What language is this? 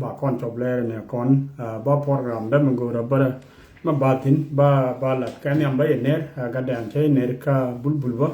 Nuer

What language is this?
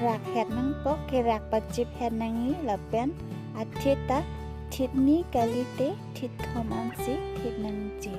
Karbi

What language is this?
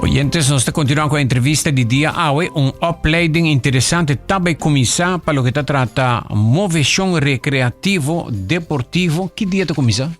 Papiamento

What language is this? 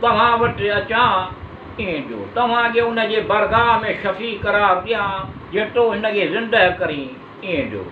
Sindhi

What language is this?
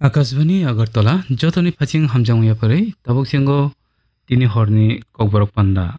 Kok Borok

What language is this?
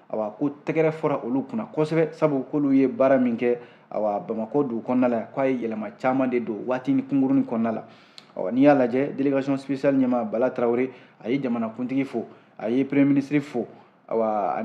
Bambara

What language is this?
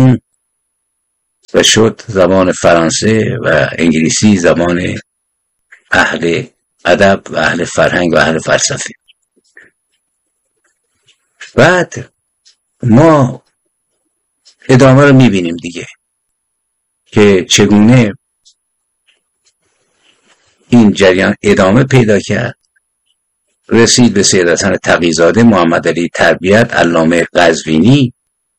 Persian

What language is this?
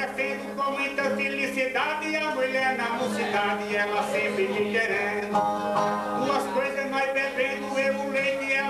Portuguese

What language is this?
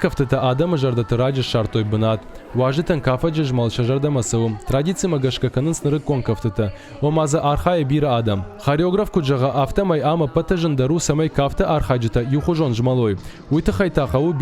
Ossetic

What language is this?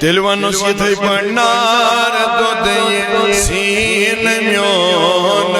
Kashmiri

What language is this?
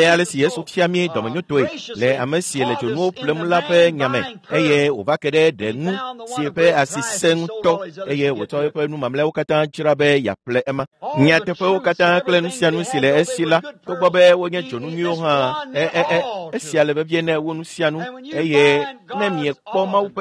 Ewe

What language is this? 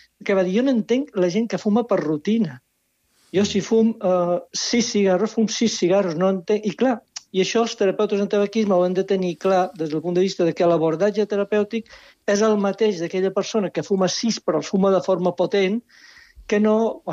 Catalan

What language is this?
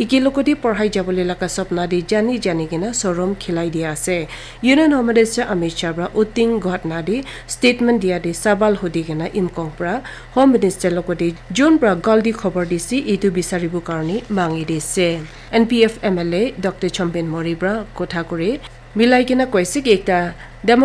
Naga Pidgin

